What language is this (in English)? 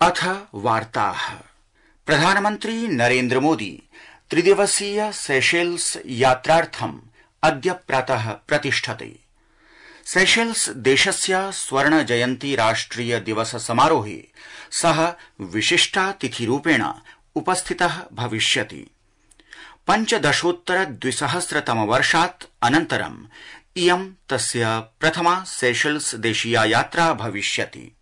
Sanskrit